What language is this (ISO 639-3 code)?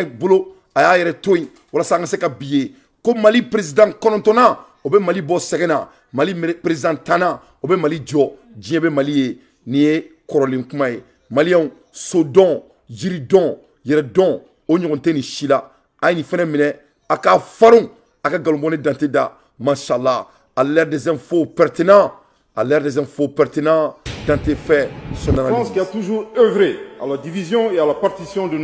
bam